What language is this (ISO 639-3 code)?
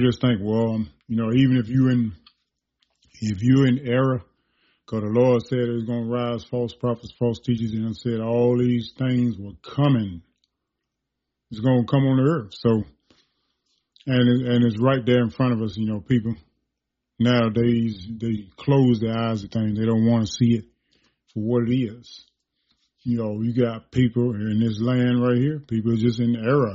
eng